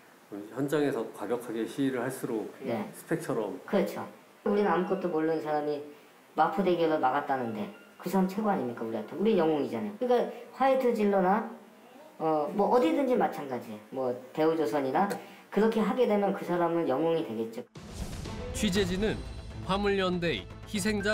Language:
Korean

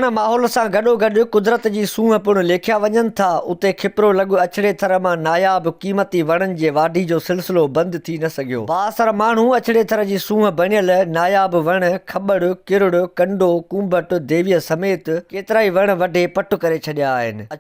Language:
Sindhi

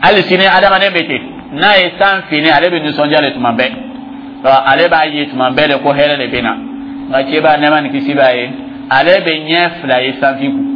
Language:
Dyula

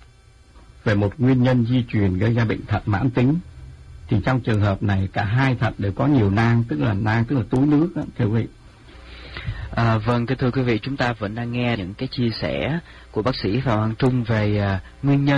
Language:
Vietnamese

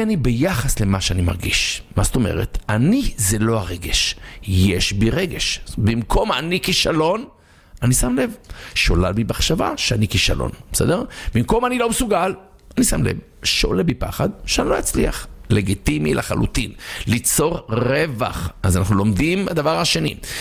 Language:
Hebrew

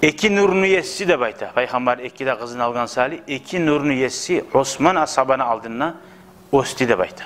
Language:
Kumyk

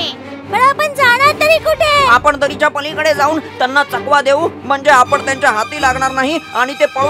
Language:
Marathi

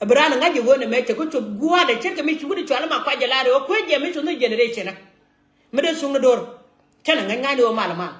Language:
Nuer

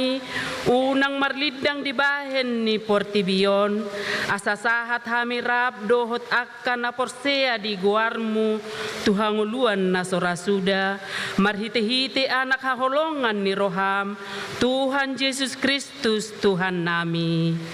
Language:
Batak Toba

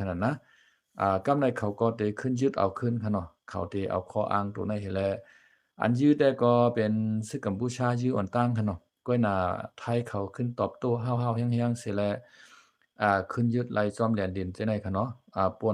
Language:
Shan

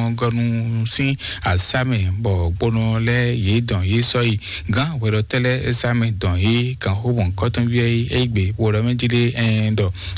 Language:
Fon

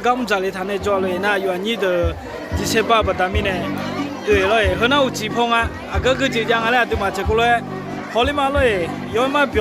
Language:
Akha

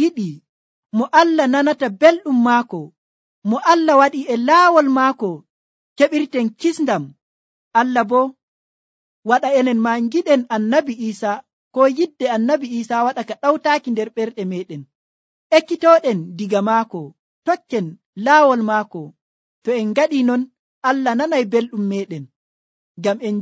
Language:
Nigerian Fulfulde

